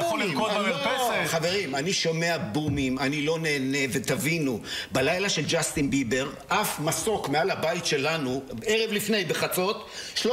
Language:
Hebrew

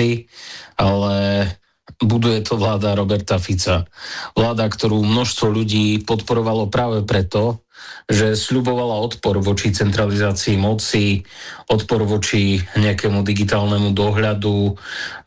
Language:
Slovak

